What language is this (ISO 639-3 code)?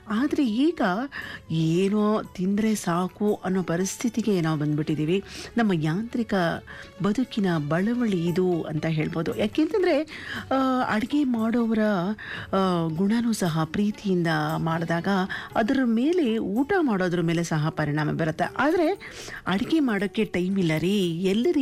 kan